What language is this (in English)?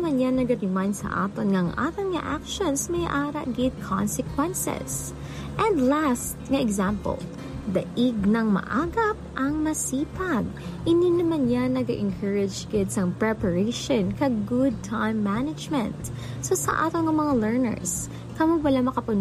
Hiligaynon